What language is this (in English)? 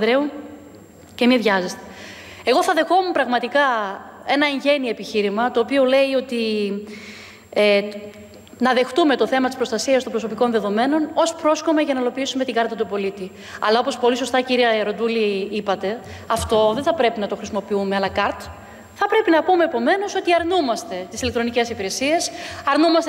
Greek